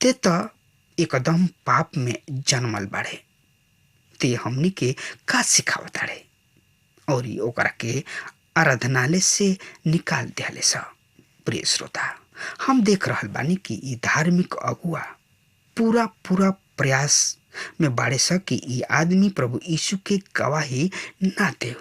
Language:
Bhojpuri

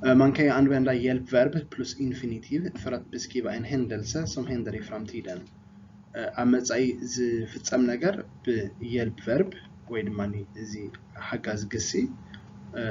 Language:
Tigrinya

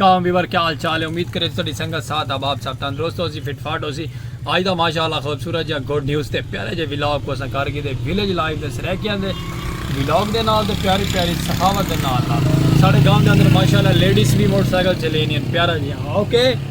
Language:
Saraiki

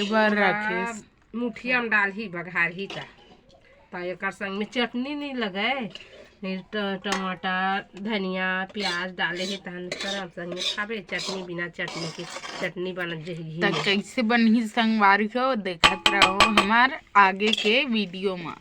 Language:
Chhattisgarhi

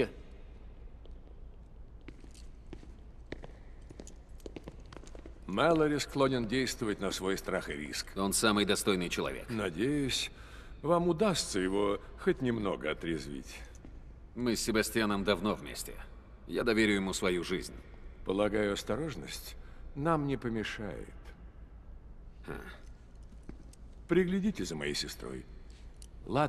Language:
Russian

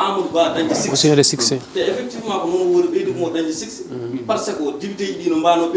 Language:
Fula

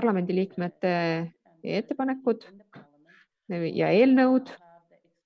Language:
Estonian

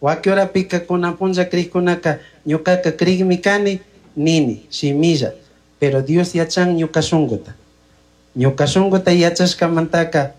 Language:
Chimborazo Highland Quichua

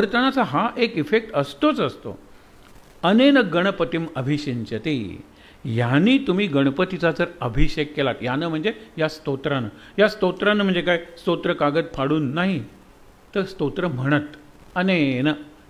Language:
Marathi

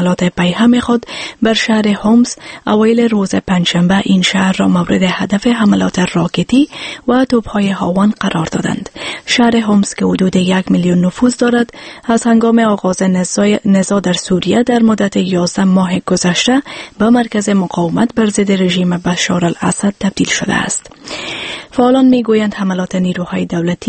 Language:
Persian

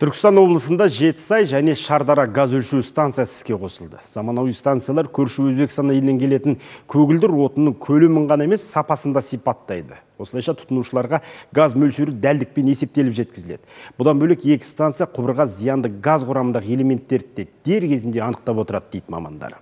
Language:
Kazakh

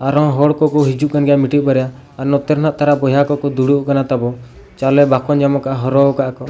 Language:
Santali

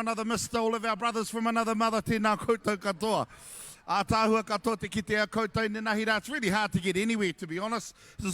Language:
Māori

